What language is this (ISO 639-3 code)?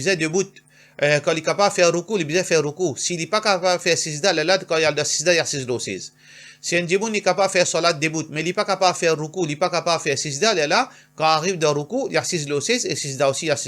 mfe